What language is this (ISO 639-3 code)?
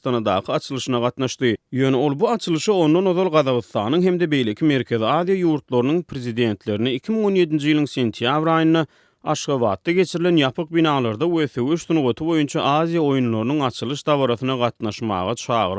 tuk